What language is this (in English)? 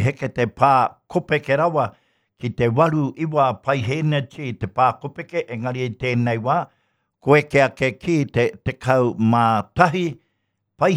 Māori